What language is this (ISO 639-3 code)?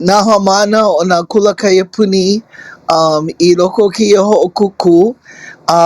haw